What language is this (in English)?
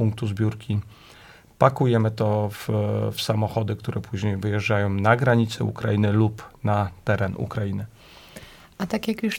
Polish